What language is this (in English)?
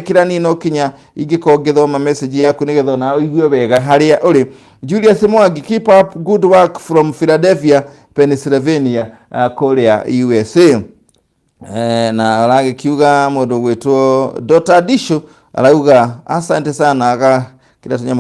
Kikuyu